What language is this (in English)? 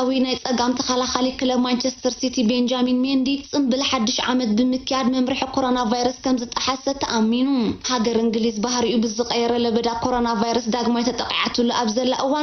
Tigrinya